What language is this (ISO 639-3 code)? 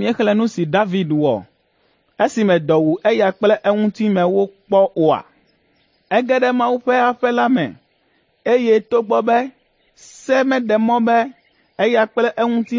ewe